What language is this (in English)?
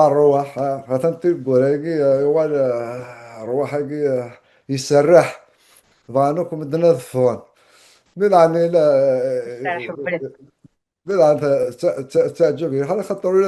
Kabyle